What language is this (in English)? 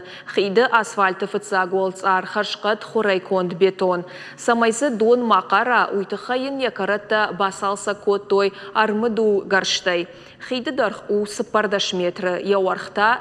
Ossetic